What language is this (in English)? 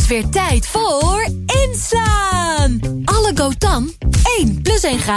Dutch